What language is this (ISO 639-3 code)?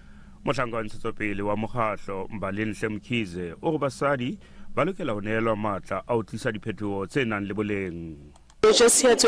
sot